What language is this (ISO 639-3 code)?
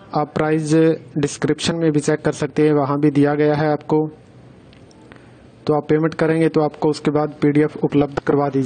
hin